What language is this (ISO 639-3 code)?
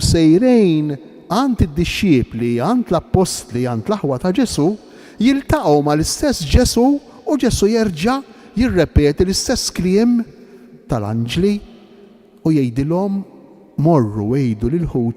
mlt